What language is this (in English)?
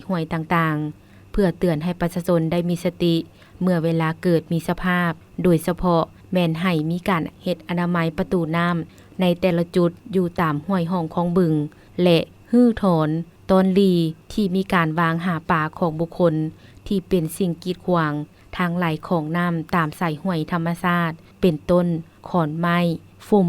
Lao